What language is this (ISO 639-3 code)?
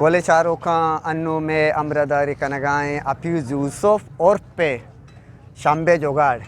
bgp